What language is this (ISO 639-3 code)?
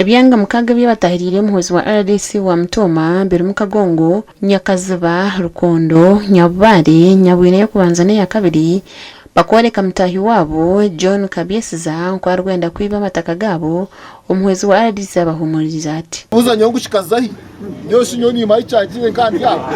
nyn